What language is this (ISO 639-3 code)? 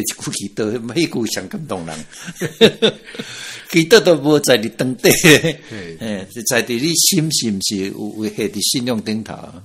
nan